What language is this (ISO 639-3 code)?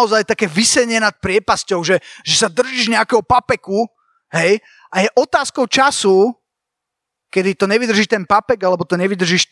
slk